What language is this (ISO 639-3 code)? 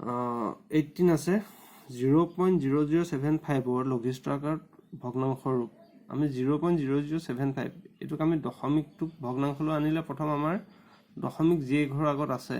asm